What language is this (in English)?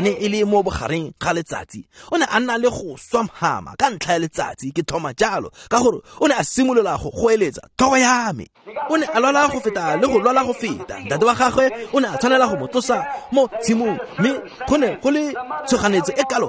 Tswana